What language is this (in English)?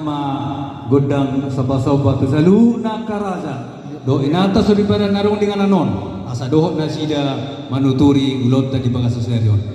Batak Toba